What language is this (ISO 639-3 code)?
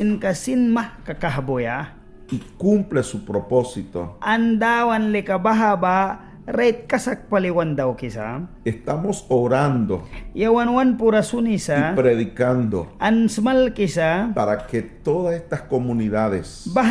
miq